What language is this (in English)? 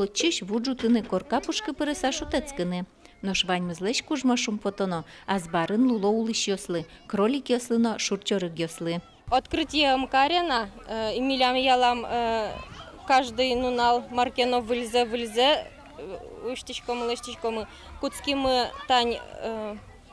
Udmurt